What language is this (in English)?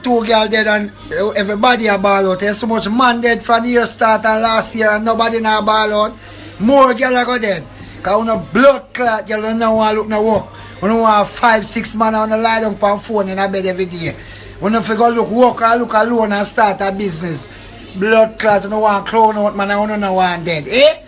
Jamaican Creole English